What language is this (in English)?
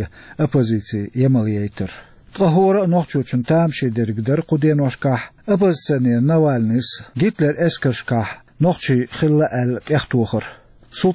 Chechen